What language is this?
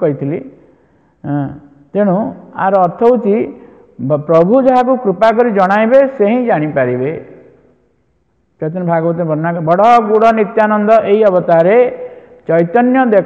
Odia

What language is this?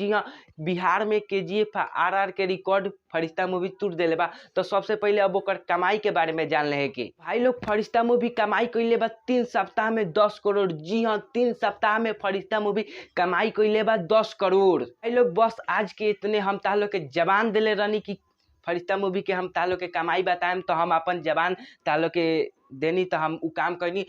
Bhojpuri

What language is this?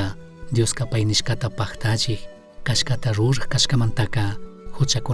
Chimborazo Highland Quichua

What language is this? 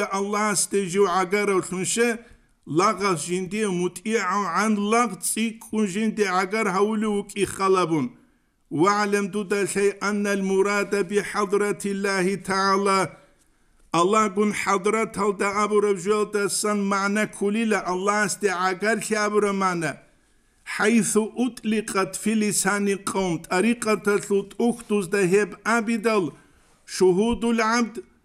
Avaric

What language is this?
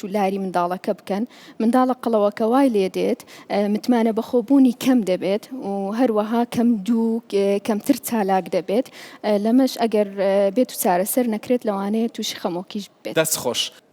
Central Kurdish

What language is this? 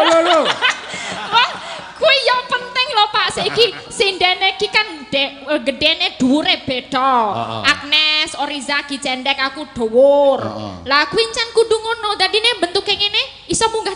Javanese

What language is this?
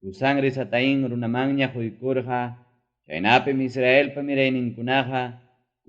Ayacucho Quechua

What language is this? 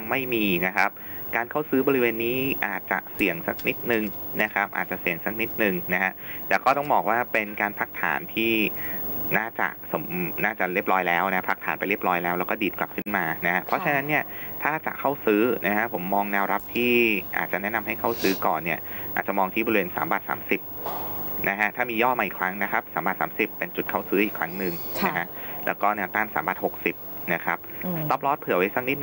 Thai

